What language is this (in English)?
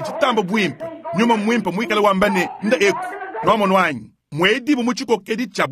Luba-Lulua